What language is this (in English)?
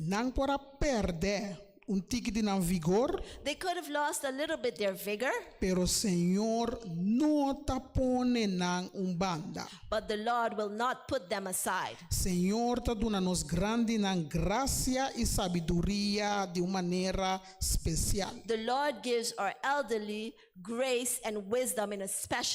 Papiamento